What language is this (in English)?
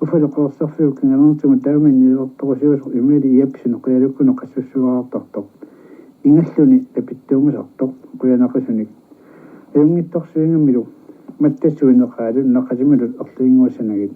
Kalaallisut